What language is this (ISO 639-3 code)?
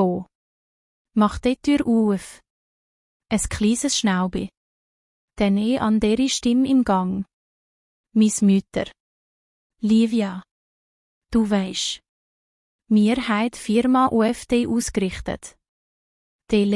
gsw